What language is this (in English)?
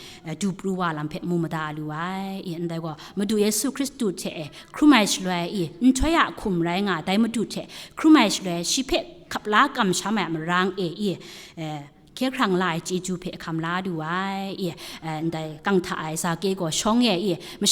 Kachin